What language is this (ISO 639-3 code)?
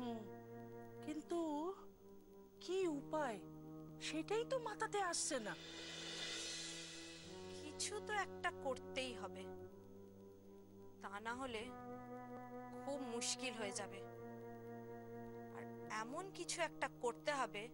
ben